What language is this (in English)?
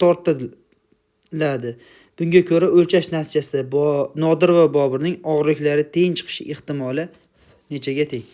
Uzbek